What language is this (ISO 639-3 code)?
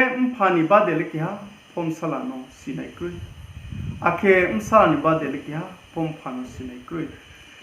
ria